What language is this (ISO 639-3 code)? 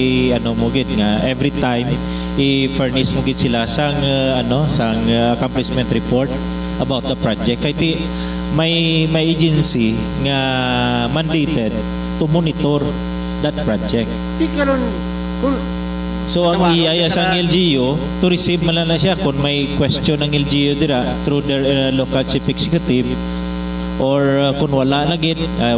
hil